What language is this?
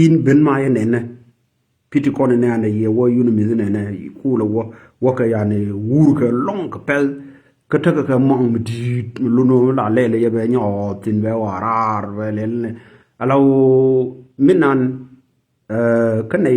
Nuer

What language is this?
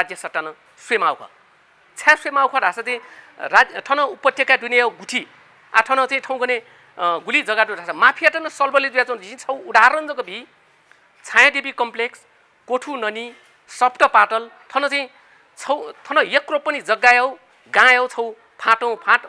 Newari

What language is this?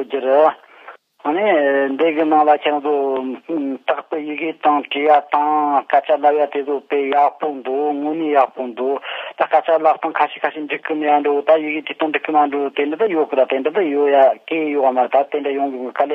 Tibetan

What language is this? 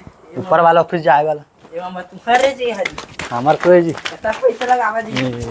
Chhattisgarhi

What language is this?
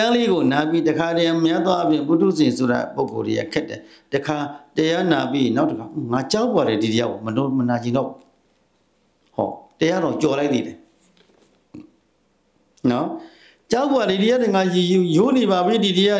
Burmese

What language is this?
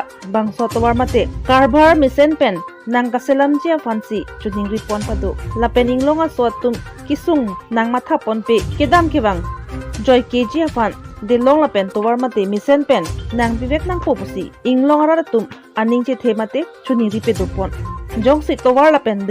Karbi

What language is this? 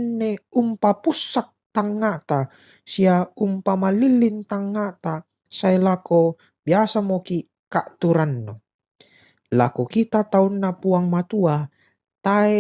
Toraja-Sa'dan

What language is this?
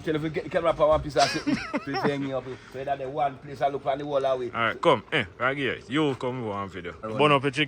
Jamaican Creole English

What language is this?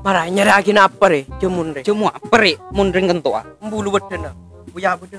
Madurese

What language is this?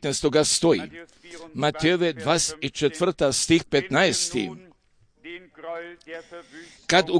Croatian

